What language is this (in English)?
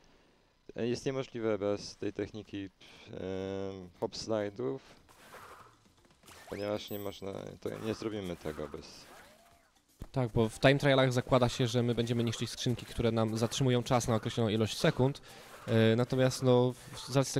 Polish